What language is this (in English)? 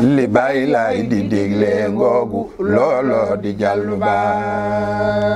Wolof